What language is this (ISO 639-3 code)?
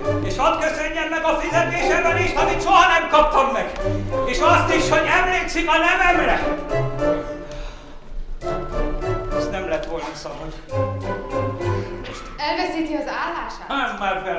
hun